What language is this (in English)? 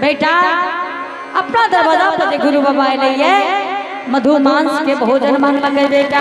Angika